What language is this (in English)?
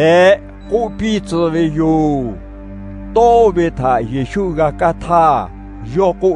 Lahu